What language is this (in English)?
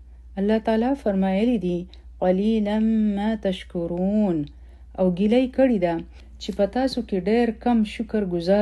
Pashto